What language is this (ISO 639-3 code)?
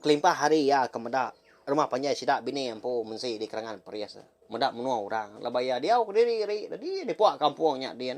iba